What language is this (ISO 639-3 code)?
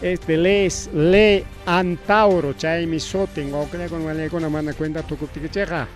quy